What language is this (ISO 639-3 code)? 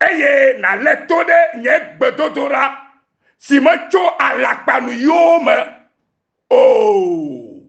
ewe